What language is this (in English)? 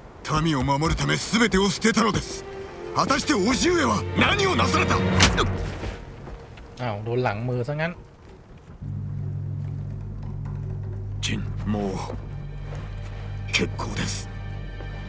Japanese